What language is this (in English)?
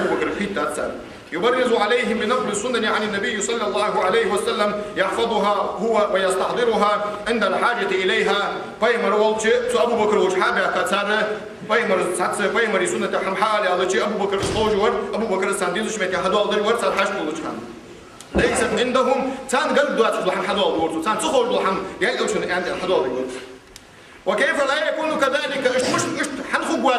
Ingush